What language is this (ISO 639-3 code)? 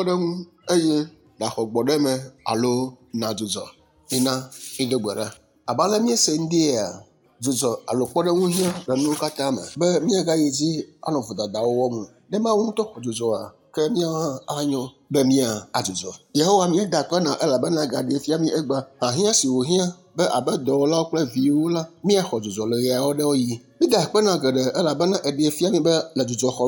ewe